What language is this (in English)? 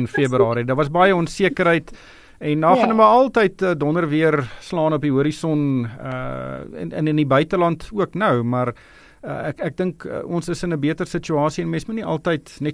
Afrikaans